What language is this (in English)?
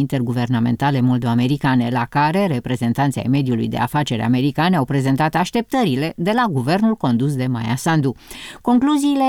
Romanian